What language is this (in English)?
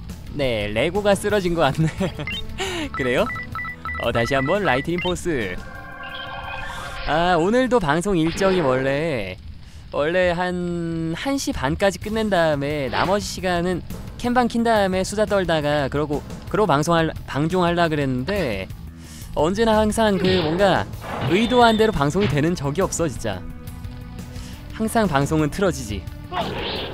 Korean